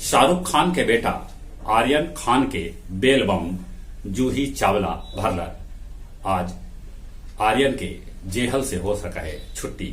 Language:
Magahi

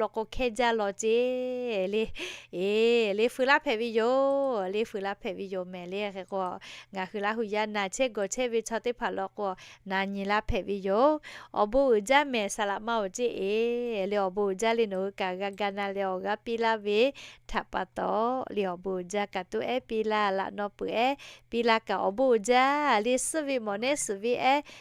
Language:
Lahu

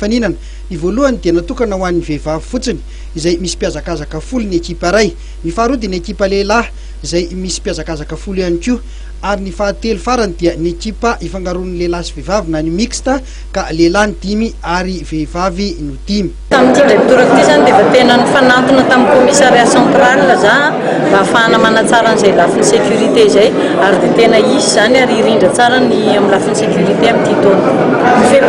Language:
Malagasy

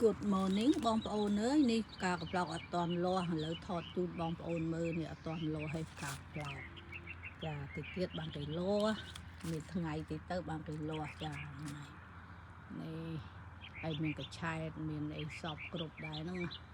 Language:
Khmer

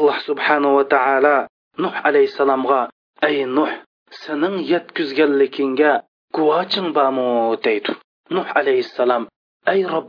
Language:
Uyghur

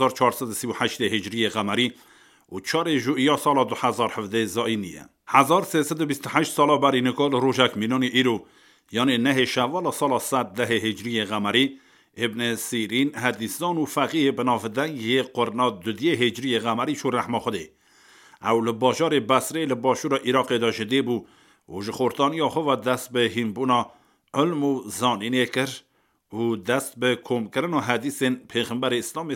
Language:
Kurdish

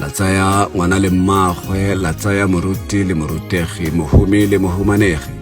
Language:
Tswana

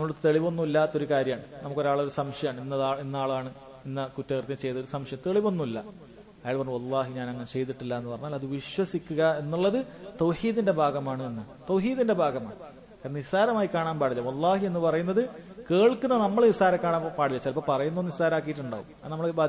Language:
Malayalam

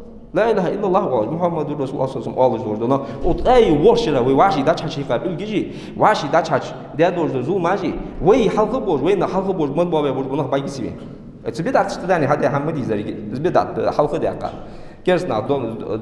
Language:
Ingush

